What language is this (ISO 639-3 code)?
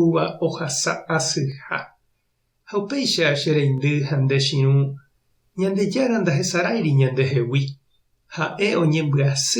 grn